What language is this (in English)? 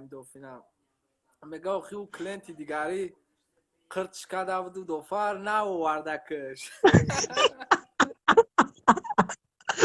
Tajik